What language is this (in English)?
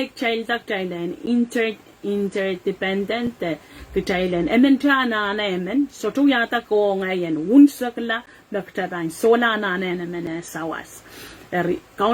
Pohnpeian